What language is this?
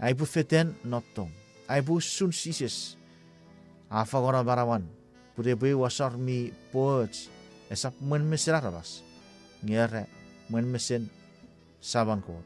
Chuukese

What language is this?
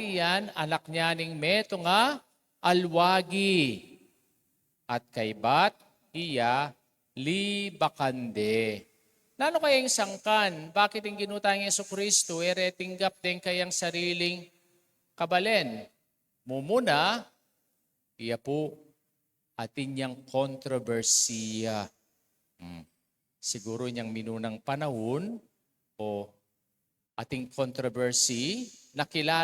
Pampanga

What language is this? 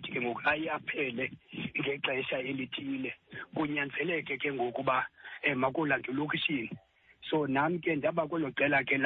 Xhosa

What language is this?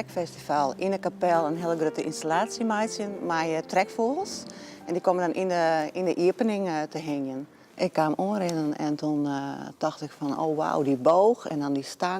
Western Frisian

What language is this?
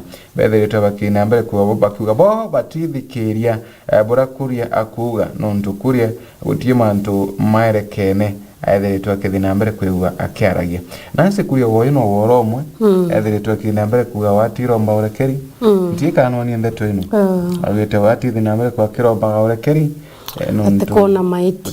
Meru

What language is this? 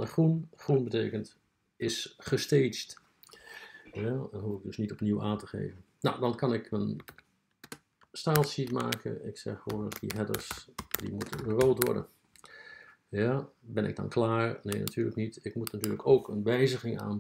Dutch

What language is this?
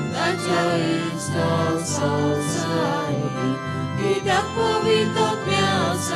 Konkani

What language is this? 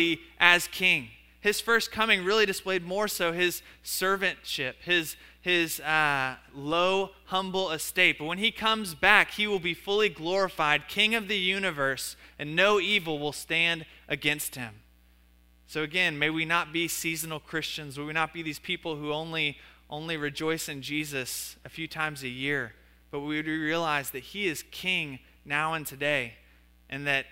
English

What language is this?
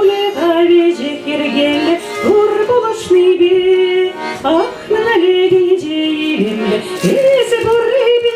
Chuvash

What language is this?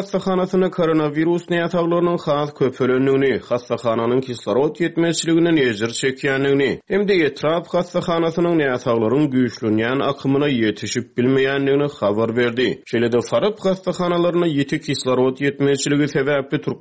Turkmen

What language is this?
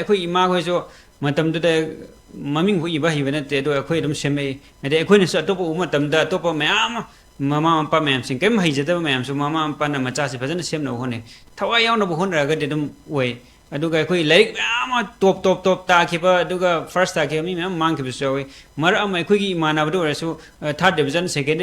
Manipuri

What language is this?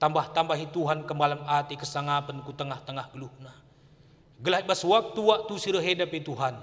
Batak Karo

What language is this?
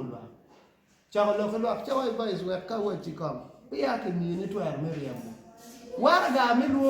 Acoli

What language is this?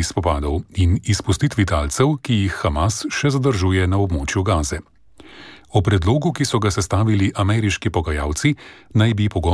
Slovenian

